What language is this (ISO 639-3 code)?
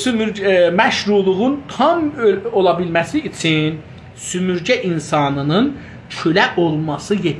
azb